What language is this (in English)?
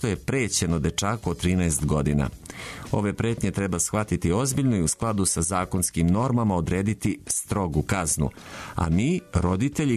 Serbian